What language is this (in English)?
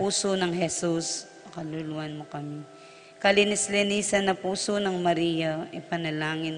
Pampanga